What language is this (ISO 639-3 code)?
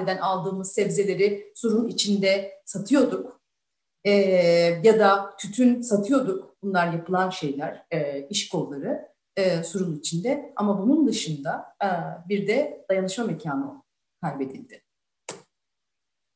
tur